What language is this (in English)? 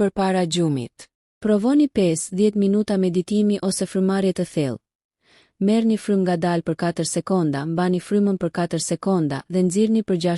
Albanian